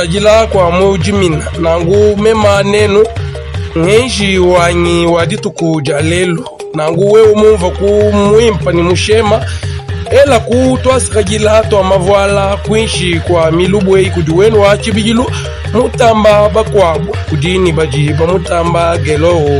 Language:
Luba-Lulua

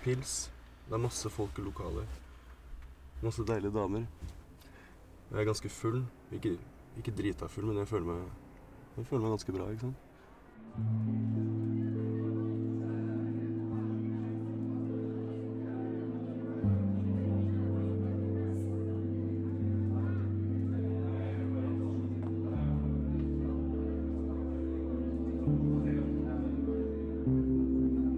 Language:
Norwegian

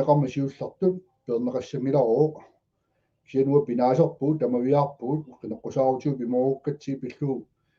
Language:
Kalaallisut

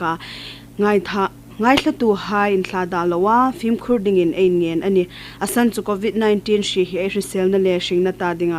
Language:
Hmar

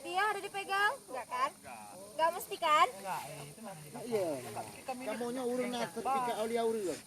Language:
Achinese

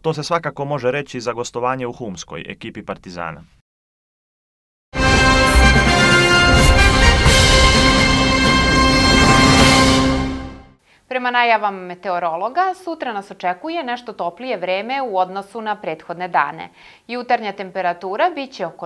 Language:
Serbian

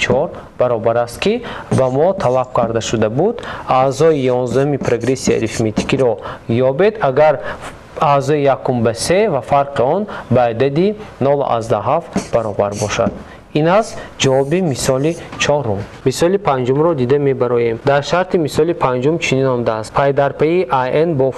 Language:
Tajik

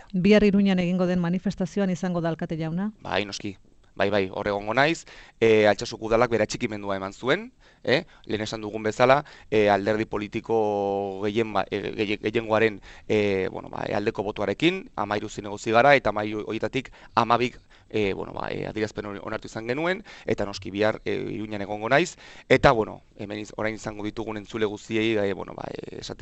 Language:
Basque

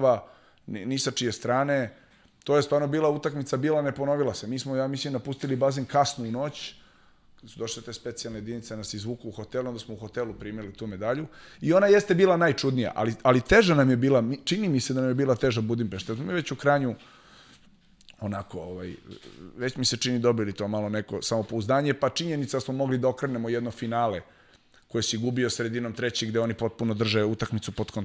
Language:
Serbian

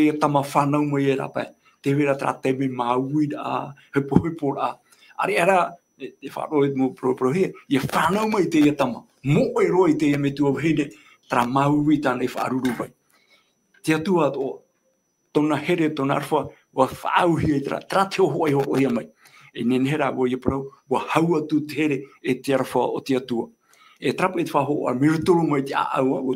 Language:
Tahitian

